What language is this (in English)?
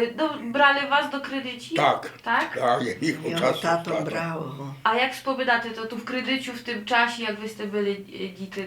Rusyn